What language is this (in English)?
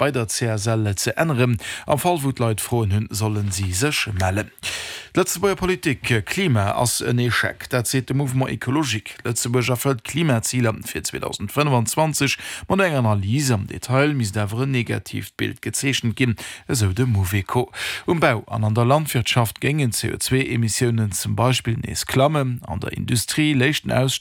Luxembourgish